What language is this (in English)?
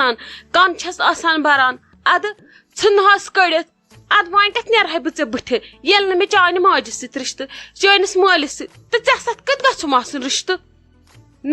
Kashmiri